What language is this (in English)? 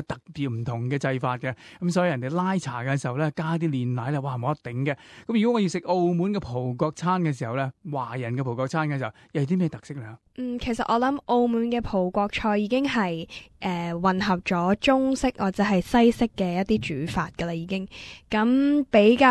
Cantonese